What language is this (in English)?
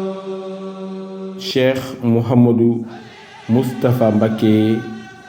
Fula